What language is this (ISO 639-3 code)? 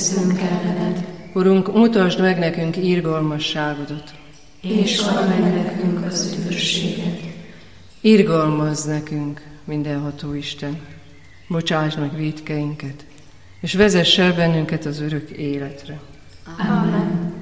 hun